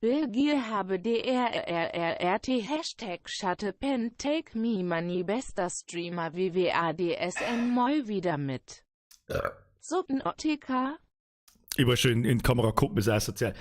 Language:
Bavarian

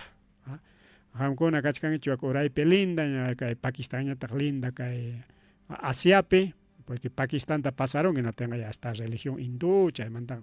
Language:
Ayacucho Quechua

